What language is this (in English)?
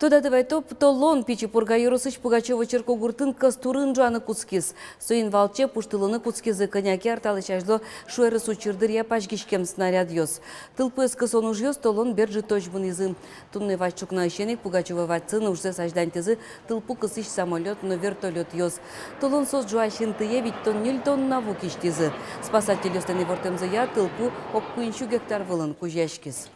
Udmurt